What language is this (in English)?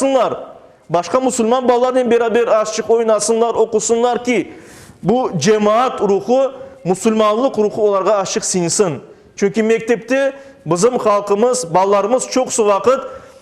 Crimean Tatar